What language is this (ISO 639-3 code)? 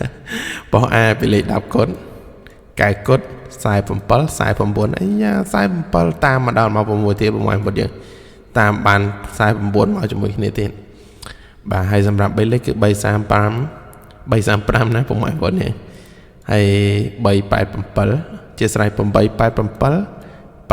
khm